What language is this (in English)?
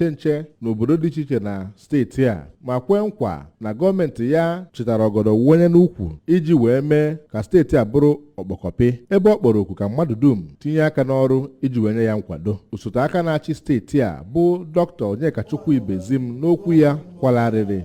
Igbo